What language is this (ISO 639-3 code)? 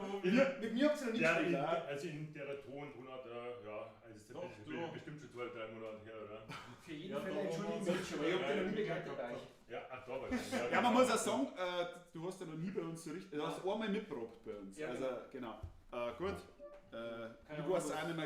bar